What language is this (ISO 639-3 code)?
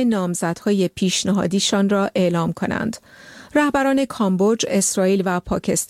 fas